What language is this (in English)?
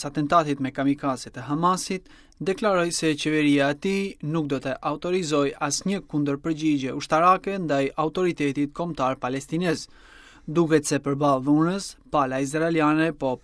Albanian